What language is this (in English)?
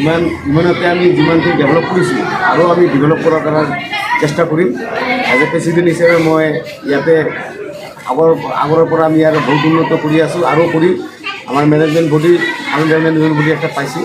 Assamese